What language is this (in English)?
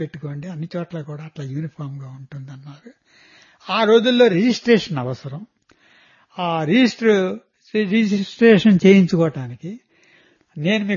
Telugu